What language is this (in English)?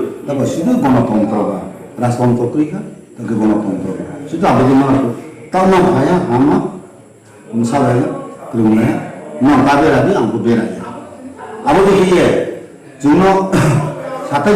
Riang (India)